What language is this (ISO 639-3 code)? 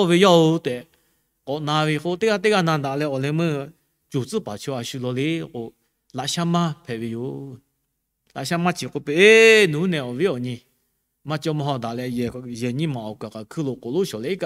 lhu